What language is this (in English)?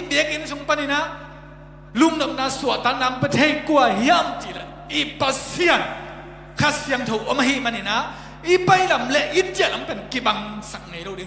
Tedim Chin